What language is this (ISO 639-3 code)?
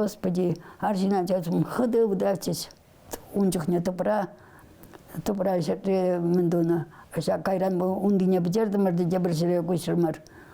chv